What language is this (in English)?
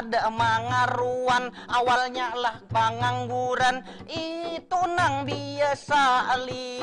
Banjar